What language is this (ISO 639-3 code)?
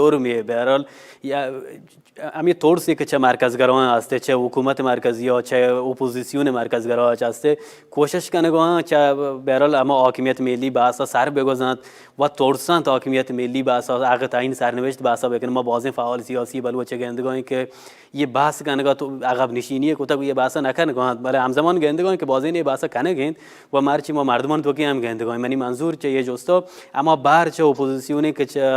bal